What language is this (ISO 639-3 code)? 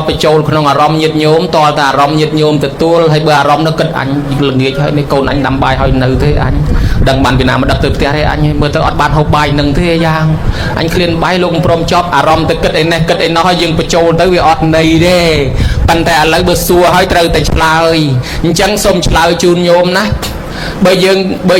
khm